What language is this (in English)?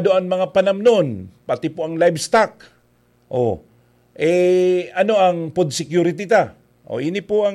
Bikol